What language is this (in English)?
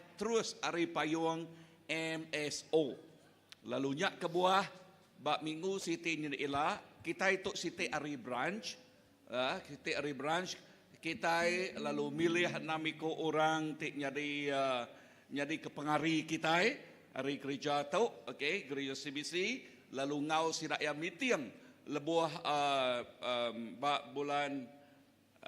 Iban